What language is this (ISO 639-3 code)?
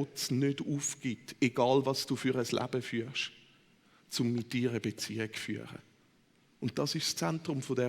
gsw